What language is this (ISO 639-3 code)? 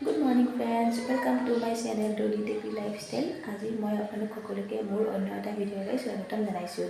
asm